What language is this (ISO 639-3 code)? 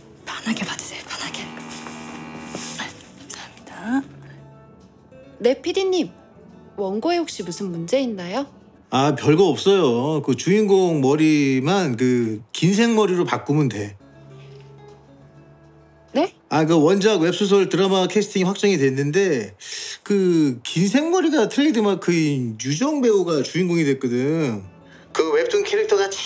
kor